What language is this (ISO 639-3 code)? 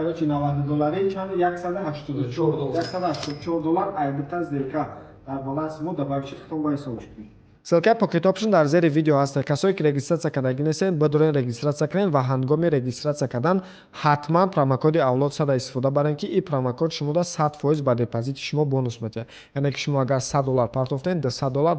tgk